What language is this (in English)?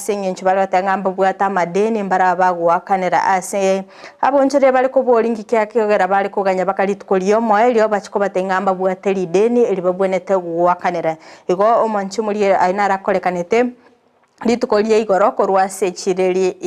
Gusii